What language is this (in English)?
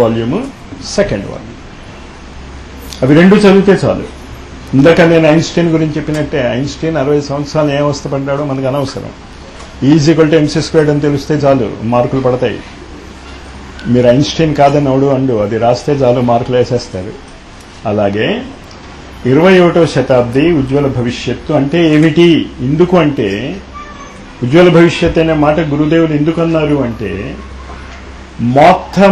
Telugu